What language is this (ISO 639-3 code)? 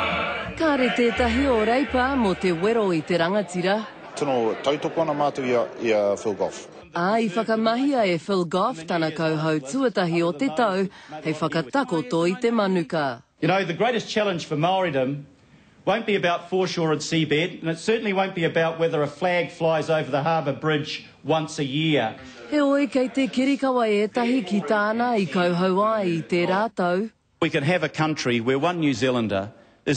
mri